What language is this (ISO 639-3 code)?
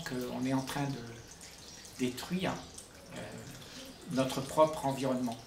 fra